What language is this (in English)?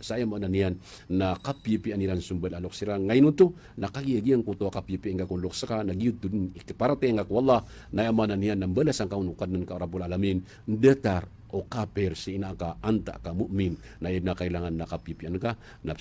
Maranao